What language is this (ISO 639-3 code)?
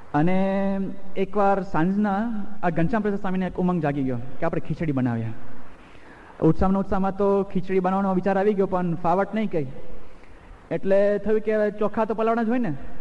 guj